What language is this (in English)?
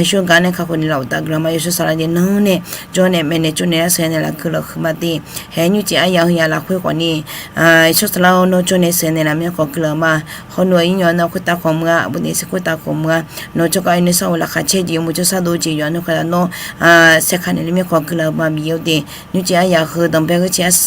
Akha